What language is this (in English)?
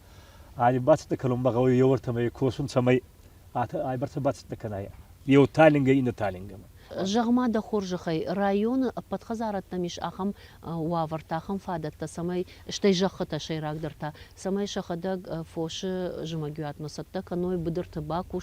Ossetic